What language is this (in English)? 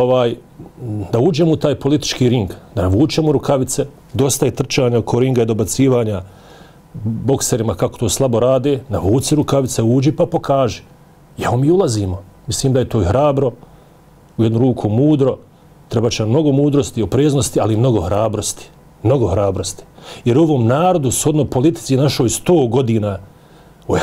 Bosnian